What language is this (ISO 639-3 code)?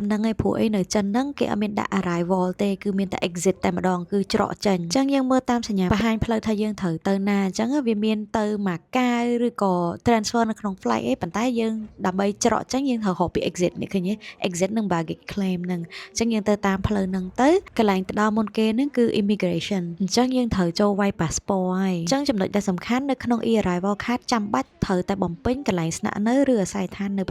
khm